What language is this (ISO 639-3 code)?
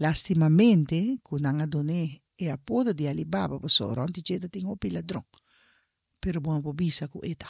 pap